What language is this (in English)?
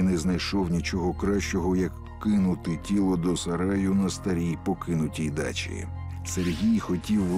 Ukrainian